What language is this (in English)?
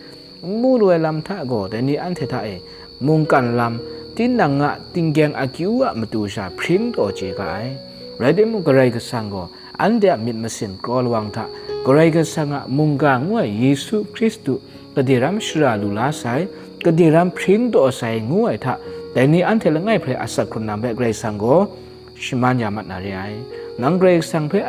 Kachin